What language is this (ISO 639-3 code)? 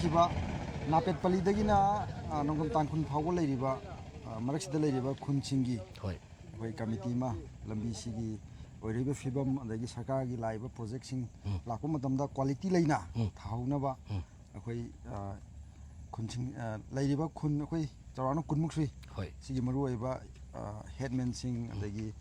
mni